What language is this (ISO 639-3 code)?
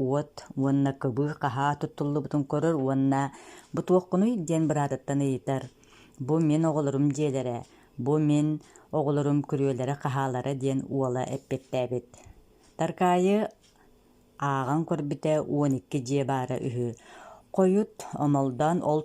sah